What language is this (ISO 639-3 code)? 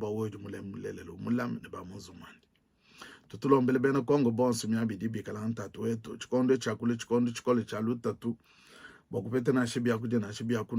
lua